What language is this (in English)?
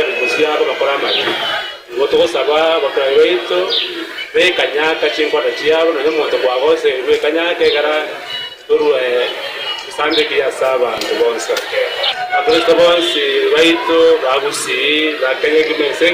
Gusii